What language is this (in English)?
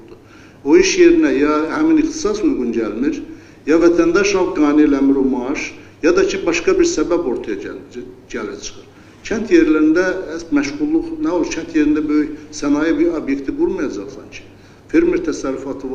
Azerbaijani